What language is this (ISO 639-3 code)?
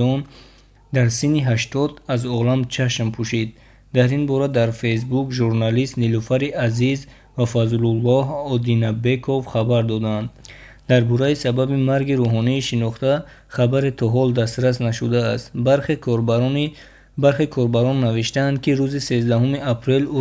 tgk